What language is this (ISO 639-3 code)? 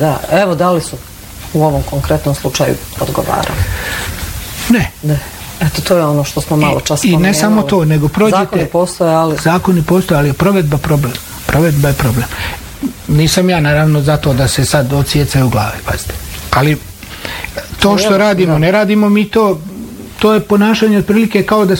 bos